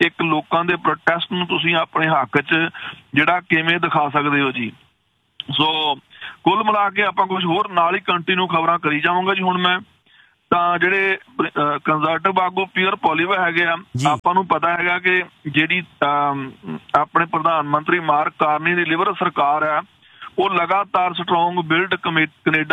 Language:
Punjabi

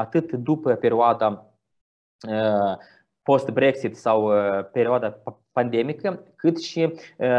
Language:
Romanian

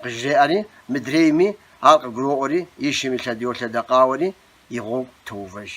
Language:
Kabardian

